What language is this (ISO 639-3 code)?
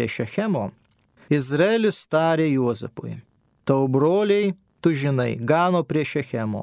lit